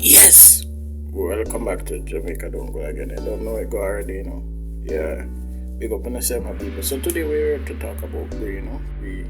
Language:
Jamaican Creole English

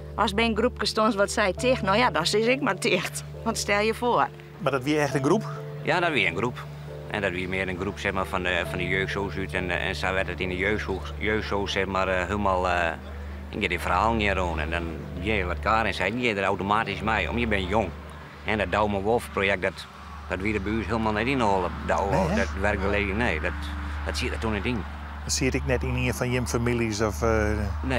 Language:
Western Frisian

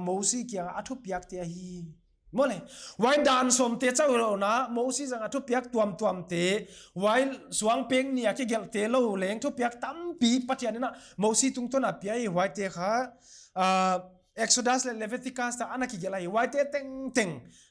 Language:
Paite Chin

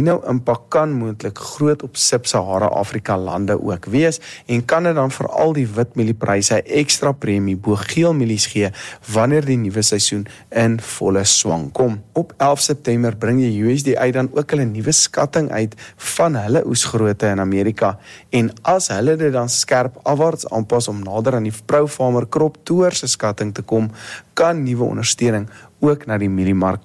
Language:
Afrikaans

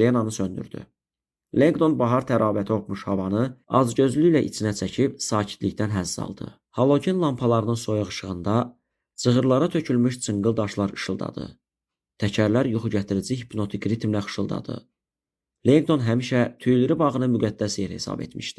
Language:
Azerbaijani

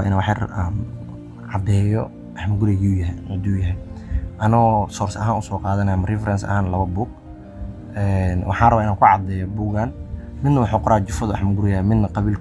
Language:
Somali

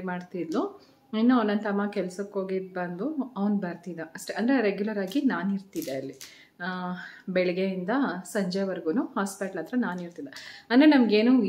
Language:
Kannada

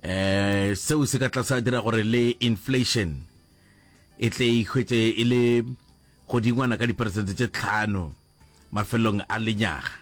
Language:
Northern Sotho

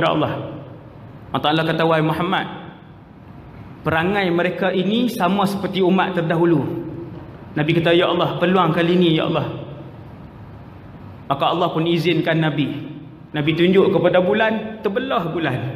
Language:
Malay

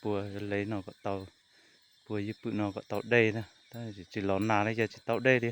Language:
Hmong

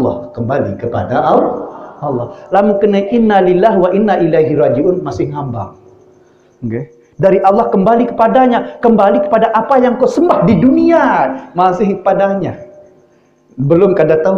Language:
Sasak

